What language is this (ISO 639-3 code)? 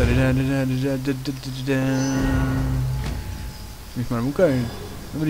ces